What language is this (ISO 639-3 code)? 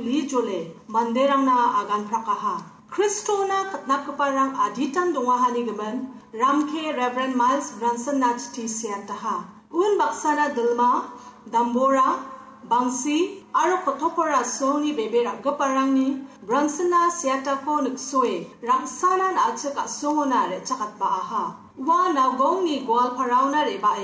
grt